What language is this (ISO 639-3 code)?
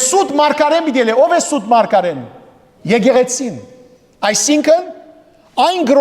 hyw